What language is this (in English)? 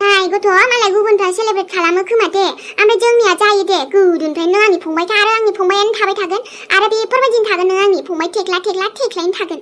Bodo